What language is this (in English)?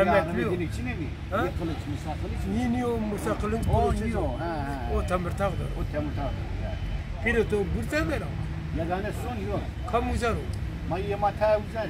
Zaza